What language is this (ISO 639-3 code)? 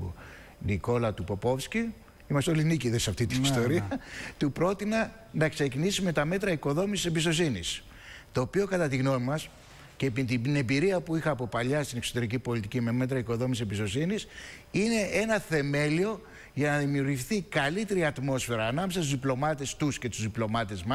ell